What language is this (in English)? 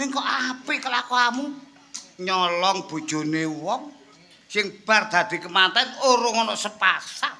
Javanese